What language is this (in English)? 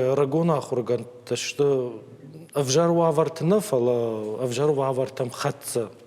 Ossetic